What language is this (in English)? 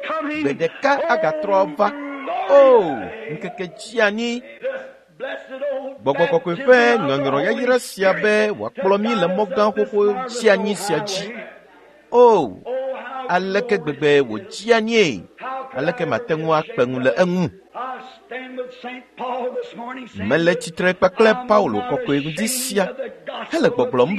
Ewe